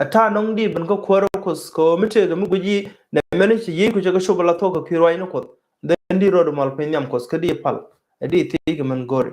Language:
Nuer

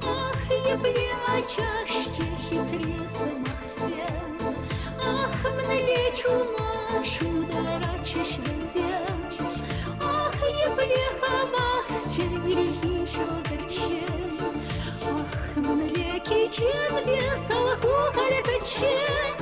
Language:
Chuvash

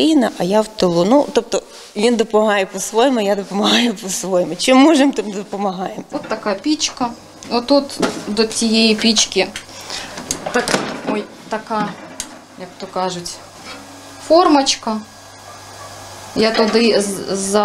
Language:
Ukrainian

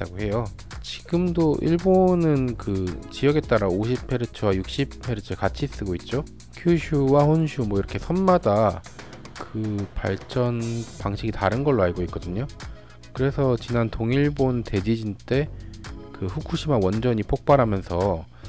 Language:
Korean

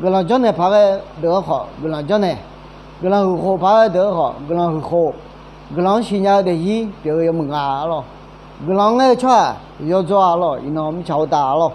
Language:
Akha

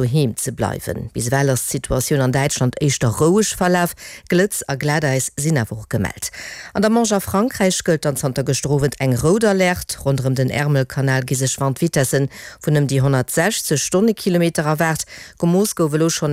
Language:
Luxembourgish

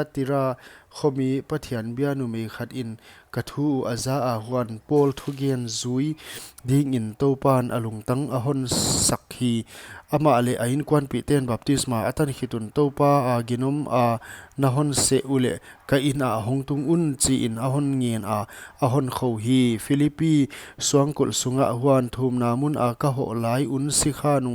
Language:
Paite Chin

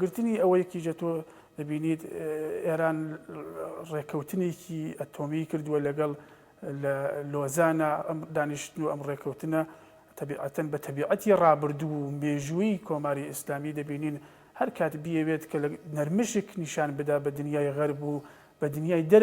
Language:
Central Kurdish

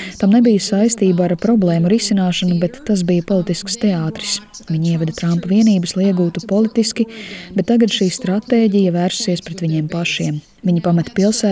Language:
Latvian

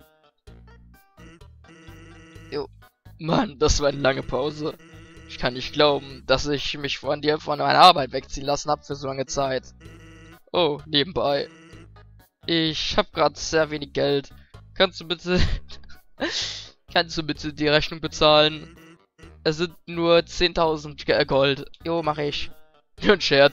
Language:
German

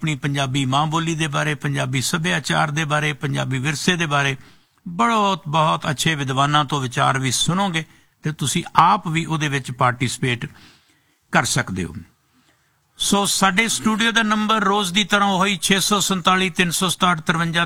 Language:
Punjabi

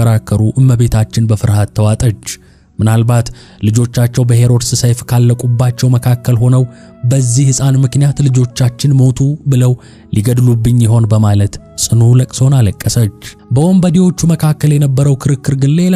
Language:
Amharic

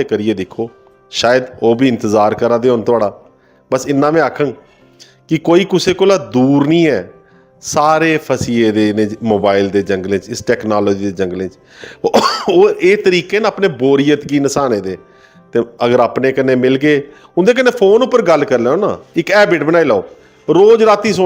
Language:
Dogri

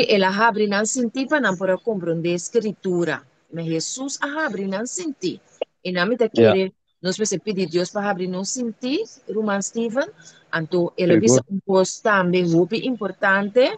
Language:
Papiamento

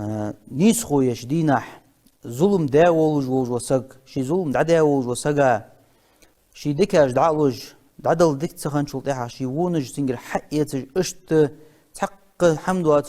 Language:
Ingush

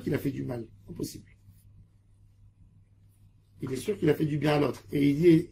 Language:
French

